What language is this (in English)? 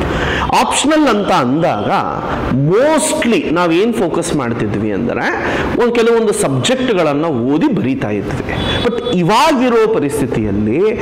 Kannada